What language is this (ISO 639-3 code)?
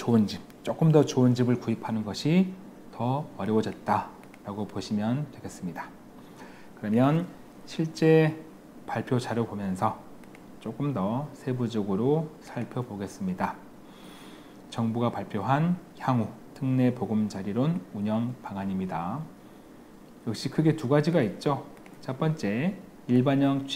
kor